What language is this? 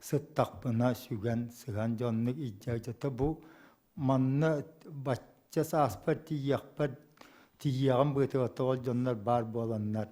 Yakut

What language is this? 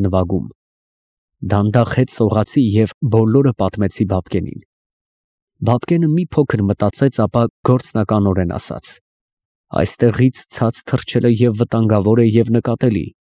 Armenian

